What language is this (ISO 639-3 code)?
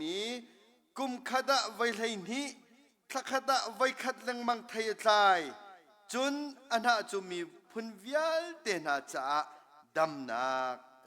cnh